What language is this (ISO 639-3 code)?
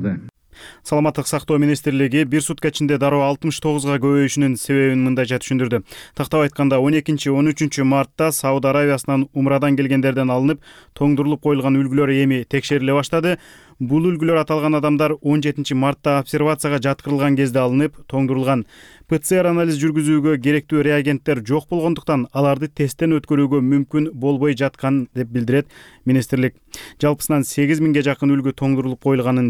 kir